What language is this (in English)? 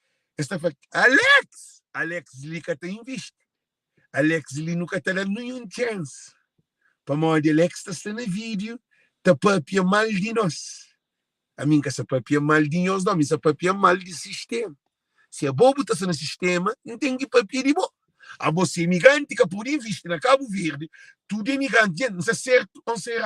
Kabuverdianu